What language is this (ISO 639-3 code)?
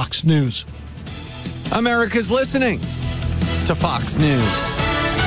eng